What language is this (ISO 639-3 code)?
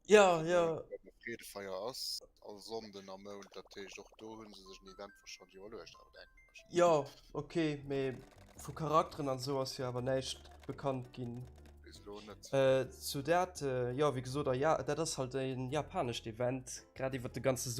ltz